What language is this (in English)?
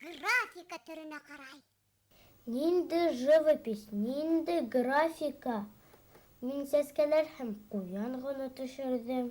Bashkir